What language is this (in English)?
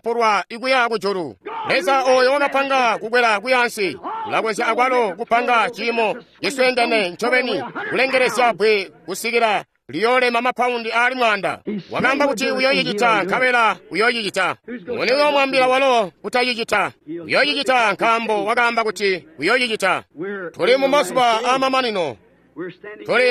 Tonga (Zambia)